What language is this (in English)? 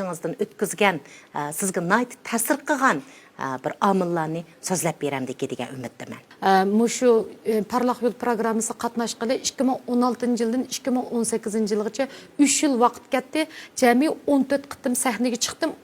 Uyghur